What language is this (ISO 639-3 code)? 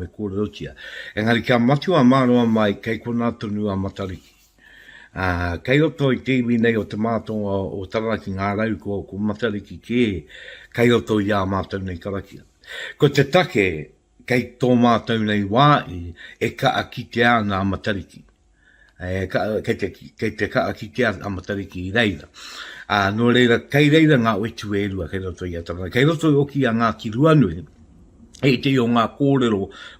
mri